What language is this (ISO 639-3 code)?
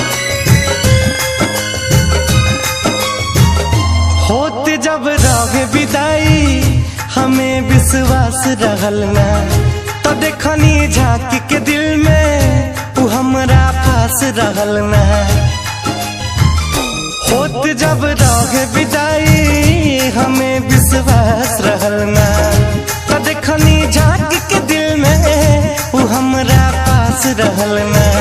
bho